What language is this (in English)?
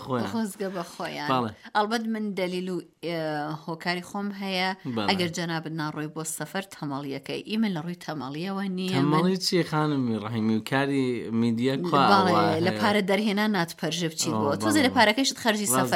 Central Kurdish